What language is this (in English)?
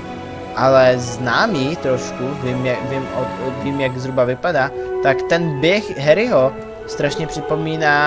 Czech